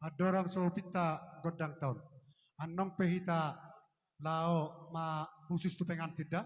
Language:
Batak Toba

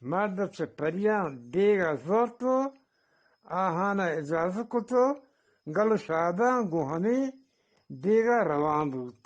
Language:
Eastern Balochi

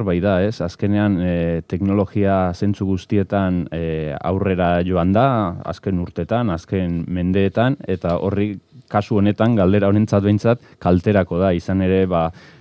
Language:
Basque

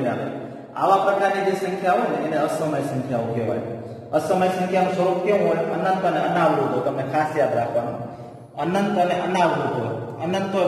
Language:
Gujarati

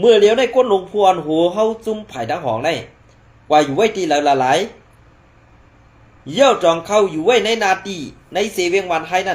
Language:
Shan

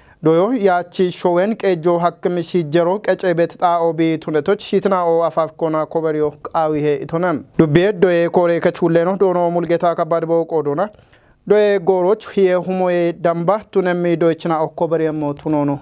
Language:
Kafa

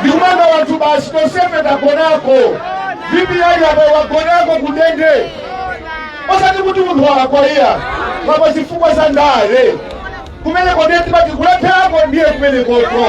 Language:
Nyanja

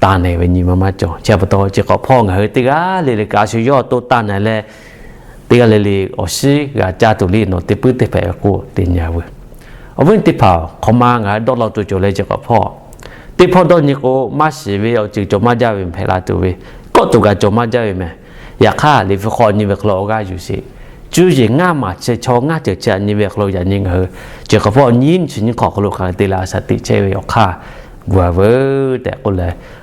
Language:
Lahu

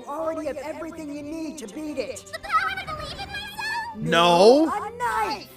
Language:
English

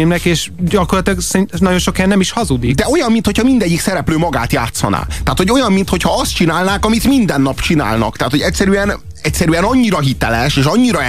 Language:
Hungarian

